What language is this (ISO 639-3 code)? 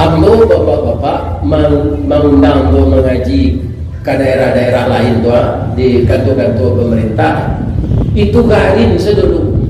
min